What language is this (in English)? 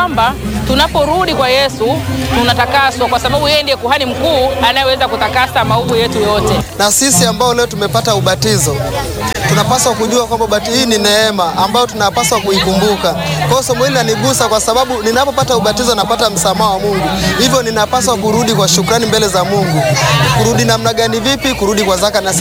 Swahili